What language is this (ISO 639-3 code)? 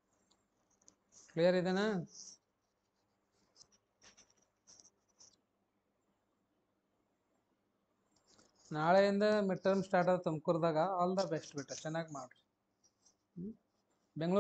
kan